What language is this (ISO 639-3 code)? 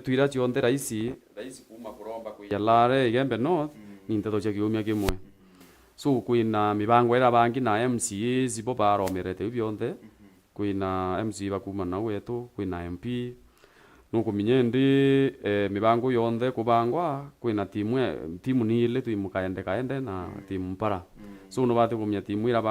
mer